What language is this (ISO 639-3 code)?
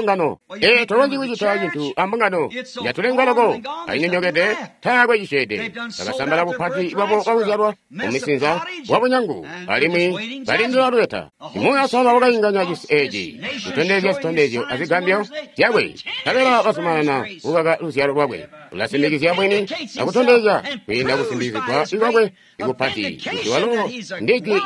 toi